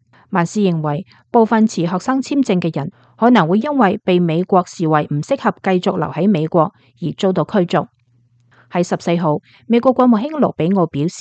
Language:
Cantonese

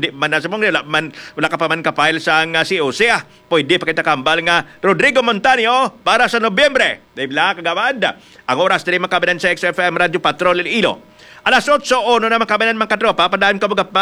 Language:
Hiligaynon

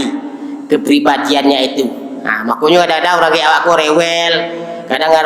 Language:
Minangkabau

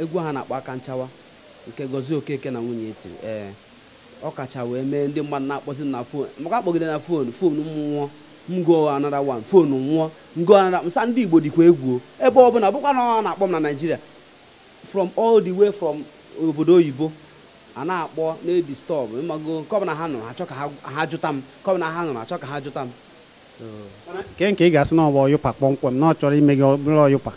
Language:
Igbo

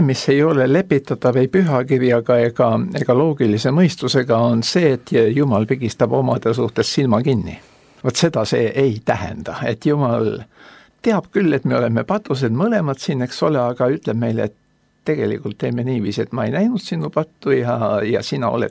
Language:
Estonian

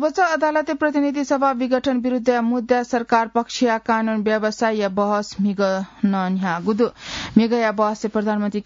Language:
Newari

